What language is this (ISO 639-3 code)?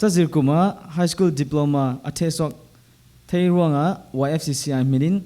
cfm